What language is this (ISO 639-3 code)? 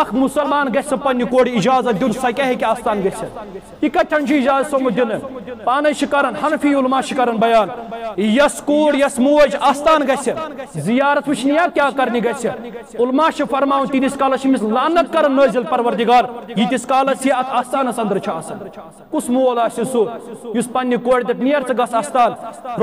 kas